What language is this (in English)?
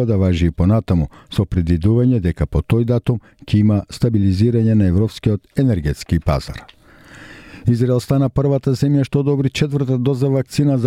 Macedonian